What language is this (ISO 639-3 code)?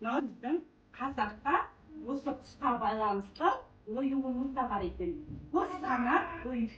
kaz